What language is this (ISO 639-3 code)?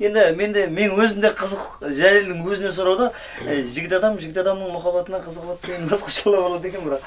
kaa